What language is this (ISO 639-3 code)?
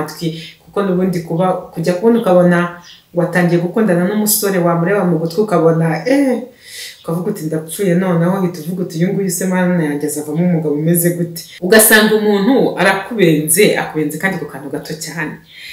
kin